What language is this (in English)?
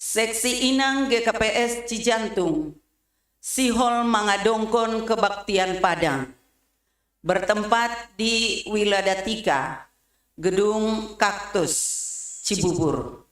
Batak Simalungun